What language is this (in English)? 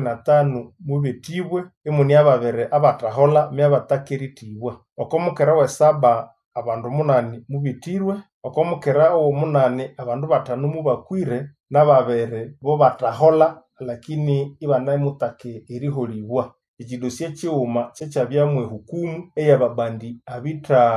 Nande